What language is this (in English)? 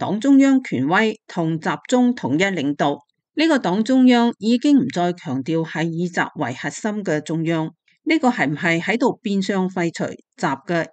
Cantonese